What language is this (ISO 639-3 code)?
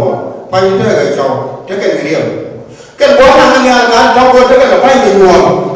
nus